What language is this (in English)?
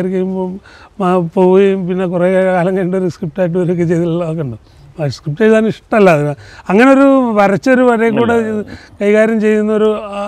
Malayalam